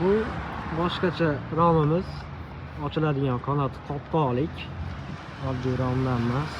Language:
Uzbek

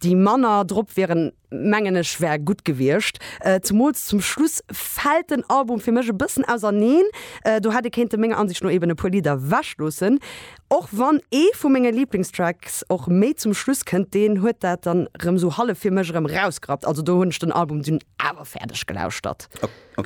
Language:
Luxembourgish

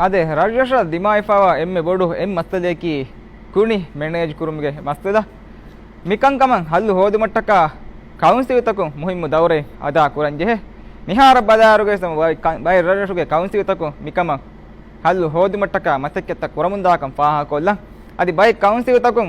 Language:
Divehi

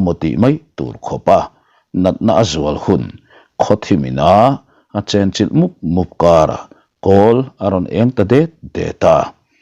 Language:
Mizo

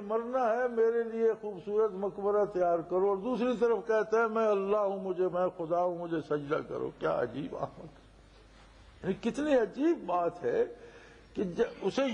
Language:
Urdu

